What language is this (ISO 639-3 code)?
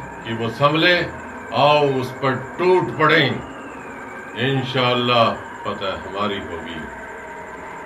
pan